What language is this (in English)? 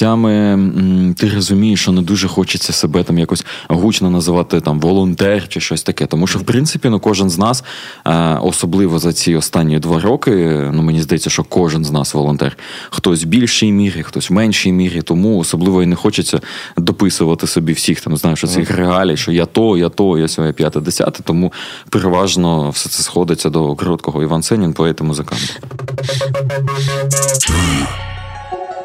Ukrainian